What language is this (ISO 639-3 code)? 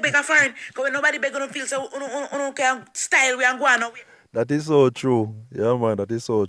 jam